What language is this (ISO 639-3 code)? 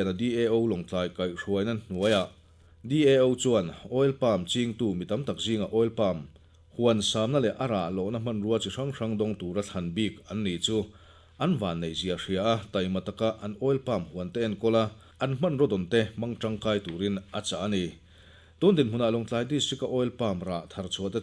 lus